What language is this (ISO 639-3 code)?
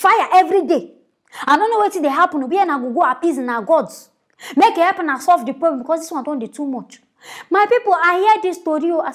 pcm